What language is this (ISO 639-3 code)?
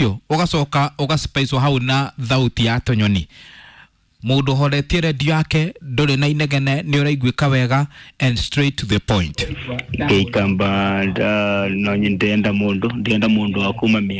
kik